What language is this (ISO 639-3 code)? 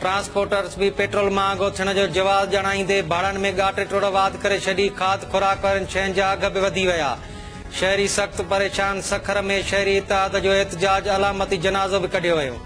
snd